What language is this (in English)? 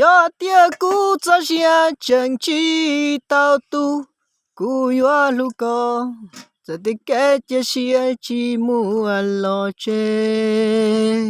Hmong